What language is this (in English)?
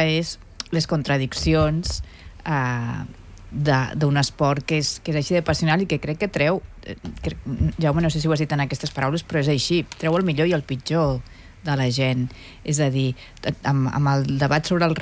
Catalan